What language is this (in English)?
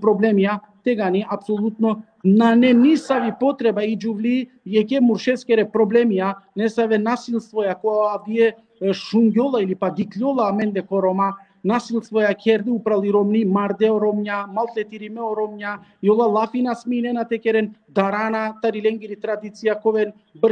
Balkan Romani